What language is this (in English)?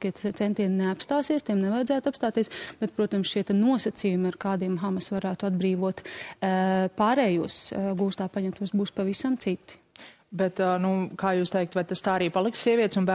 Latvian